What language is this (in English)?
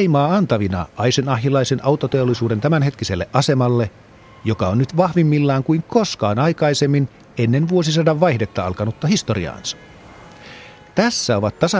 Finnish